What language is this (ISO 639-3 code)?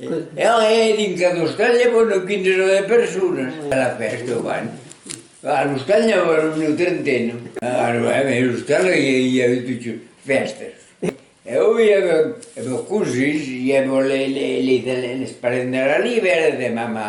oci